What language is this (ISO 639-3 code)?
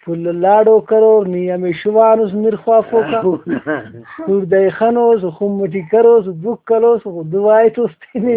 brh